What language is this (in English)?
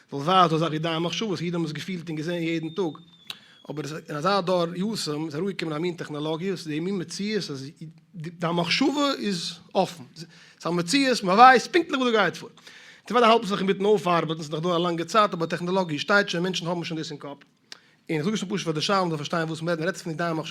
Yiddish